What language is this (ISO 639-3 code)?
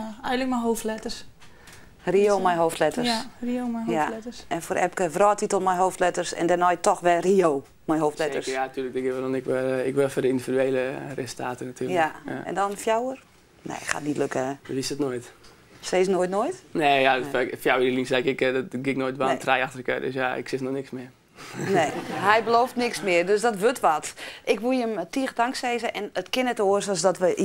fry